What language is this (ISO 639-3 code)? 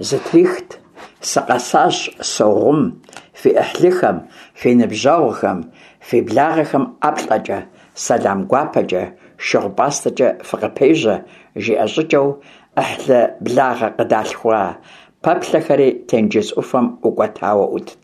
kbd